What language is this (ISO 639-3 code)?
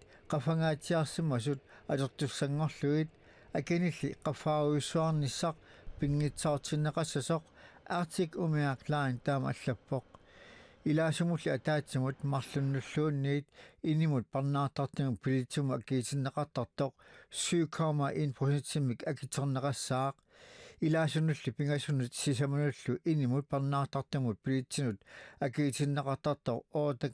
kal